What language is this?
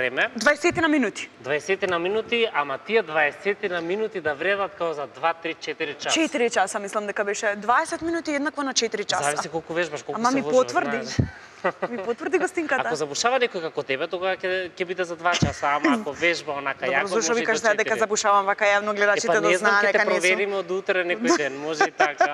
Macedonian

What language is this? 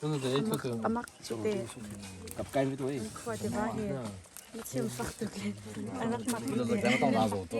Hakha Chin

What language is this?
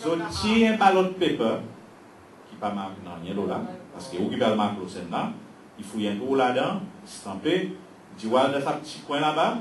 Seselwa Creole French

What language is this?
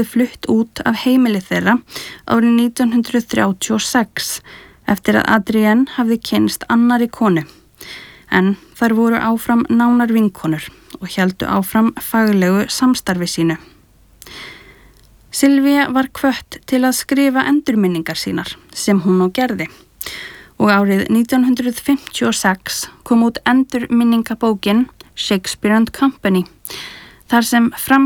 Icelandic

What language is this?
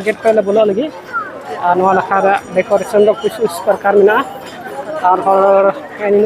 Santali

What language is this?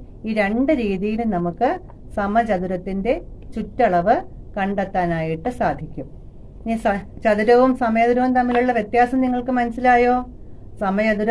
Malayalam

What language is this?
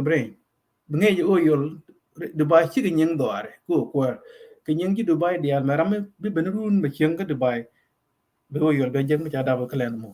Nuer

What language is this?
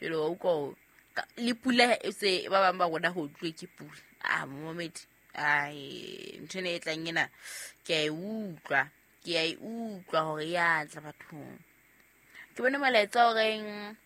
Southern Sotho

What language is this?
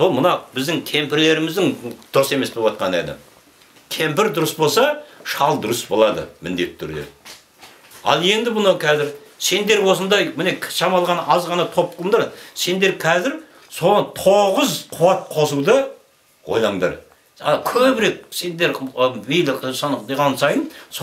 Kazakh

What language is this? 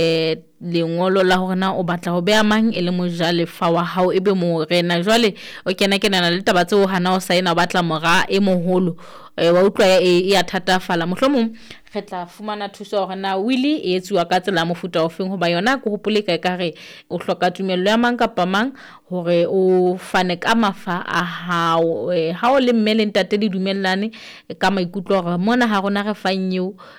Southern Sotho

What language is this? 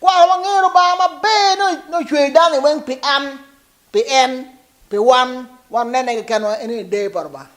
Acoli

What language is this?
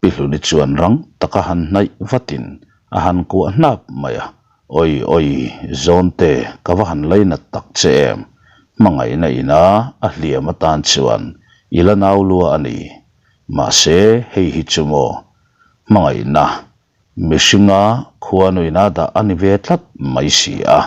Mizo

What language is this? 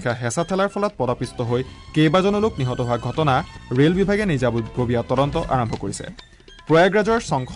Assamese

